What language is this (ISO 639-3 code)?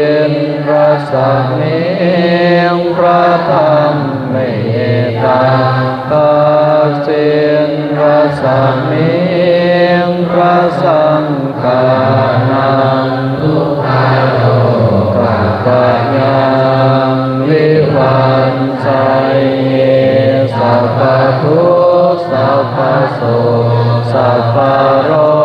pli